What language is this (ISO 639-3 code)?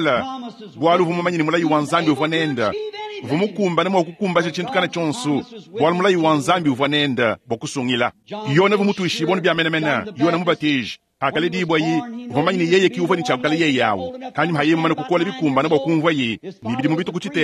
lua